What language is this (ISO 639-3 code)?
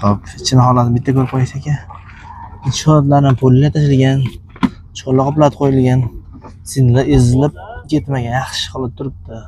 uzb